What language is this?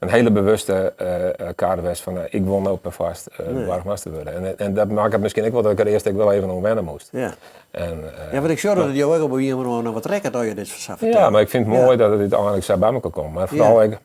Western Frisian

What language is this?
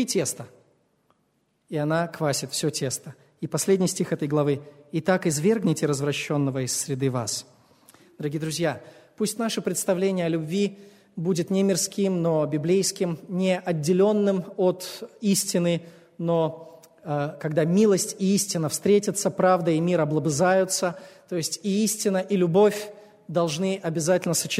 Russian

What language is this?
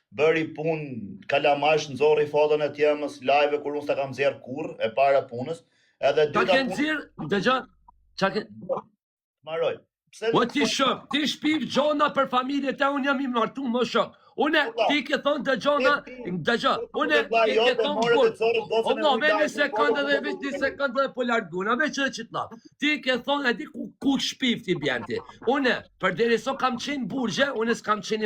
Albanian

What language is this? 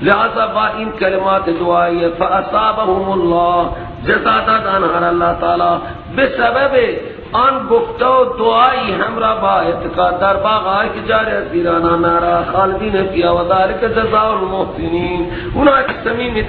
Persian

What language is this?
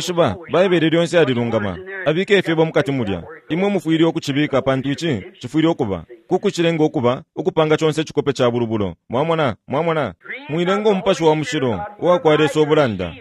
Bemba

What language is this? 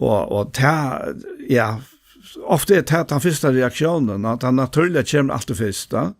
Faroese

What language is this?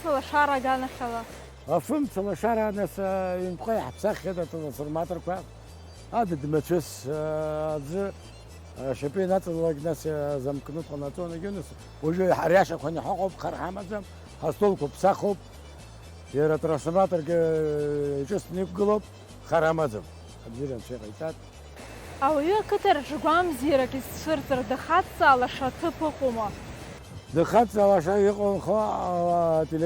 Abkhazian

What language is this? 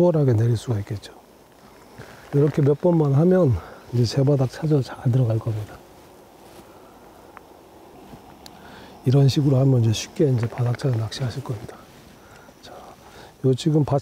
Korean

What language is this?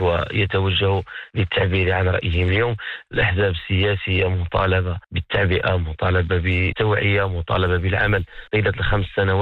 Arabic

